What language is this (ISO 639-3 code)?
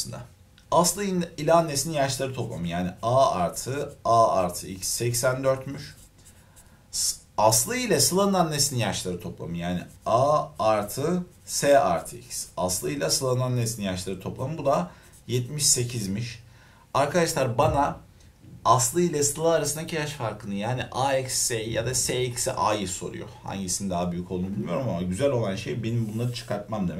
tur